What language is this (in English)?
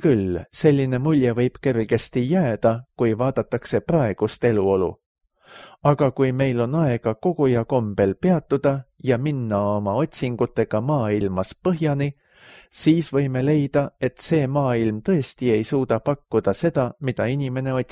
Estonian